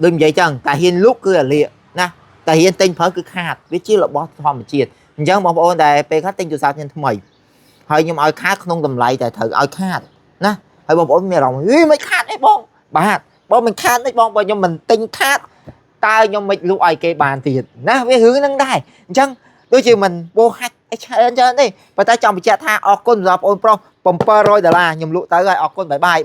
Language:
Khmer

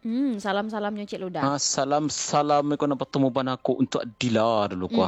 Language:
Minangkabau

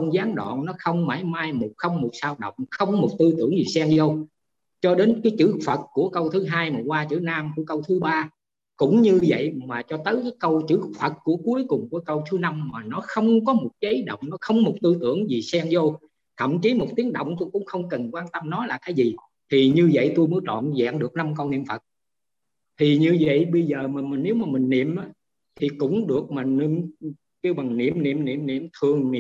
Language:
Vietnamese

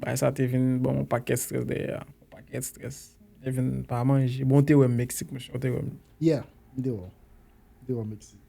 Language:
Haitian Creole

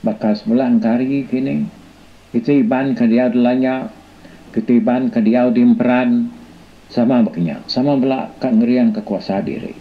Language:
Iban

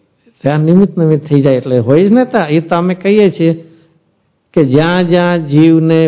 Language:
Gujarati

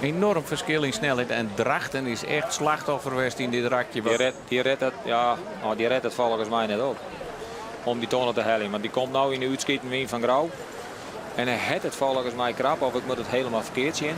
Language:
Western Frisian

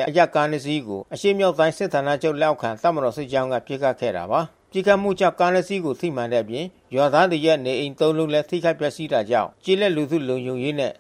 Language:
Burmese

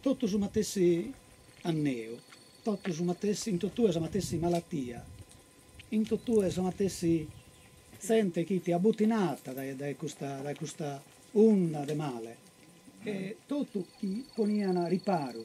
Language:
Sardinian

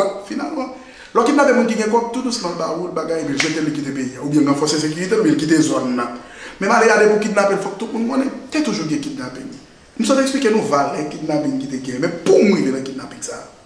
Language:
Haitian Creole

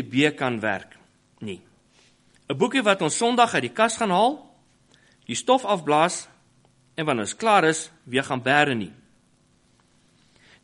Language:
Afrikaans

